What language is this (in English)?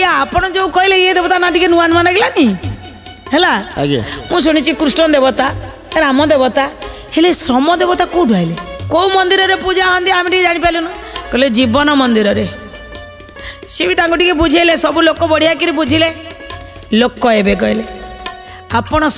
Odia